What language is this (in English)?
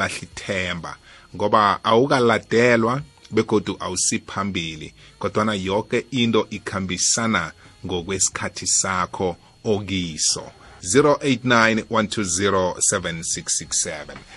South Ndebele